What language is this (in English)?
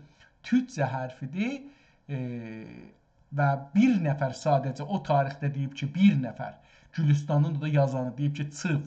South Azerbaijani